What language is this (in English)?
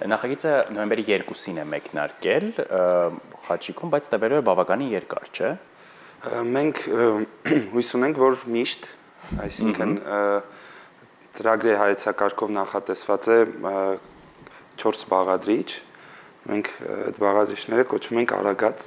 Armenian